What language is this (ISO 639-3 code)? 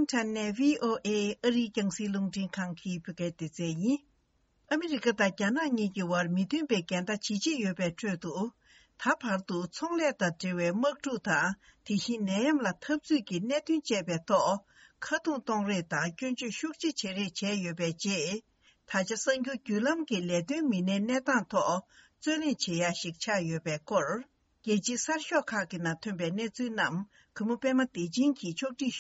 bod